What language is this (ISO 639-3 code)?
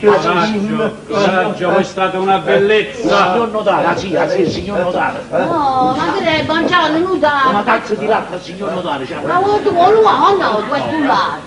nap